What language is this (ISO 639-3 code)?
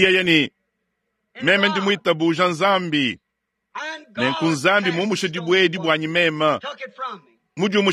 lua